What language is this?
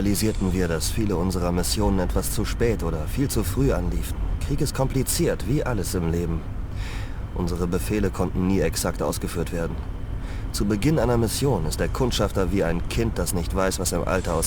Bavarian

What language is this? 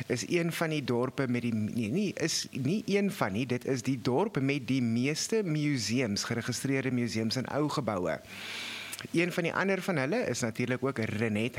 Afrikaans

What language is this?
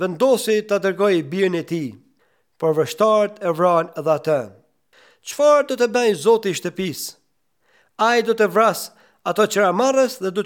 Albanian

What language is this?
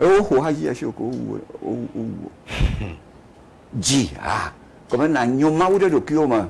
Ewe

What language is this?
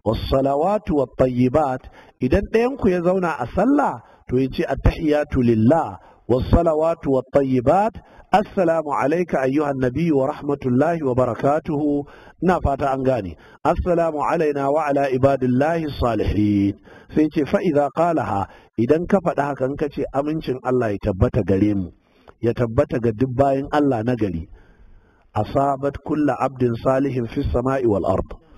Hausa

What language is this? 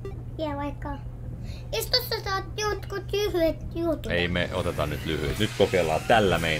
Finnish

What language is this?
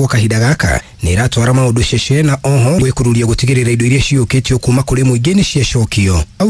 Kikuyu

